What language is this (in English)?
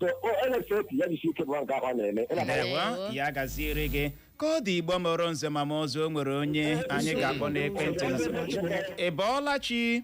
Igbo